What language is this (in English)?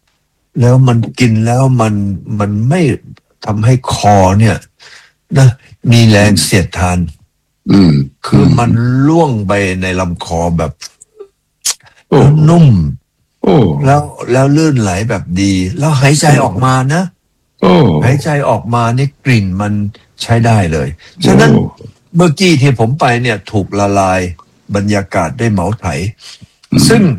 Thai